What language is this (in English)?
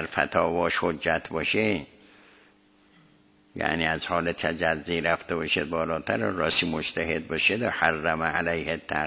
Persian